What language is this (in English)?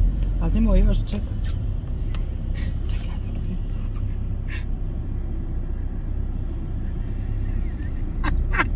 Bosnian